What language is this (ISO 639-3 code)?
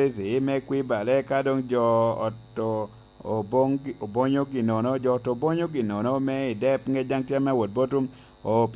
laj